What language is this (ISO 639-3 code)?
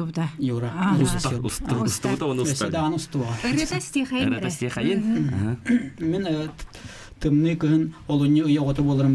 sah